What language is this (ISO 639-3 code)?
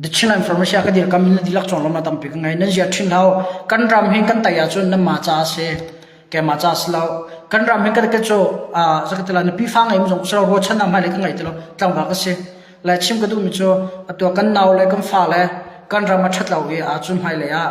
cnh